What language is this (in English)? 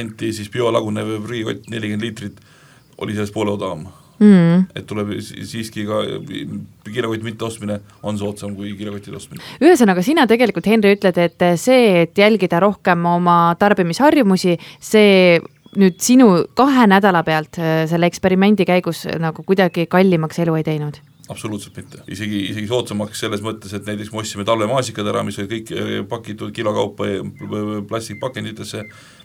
Estonian